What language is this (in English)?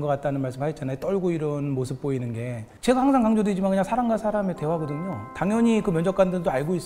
Korean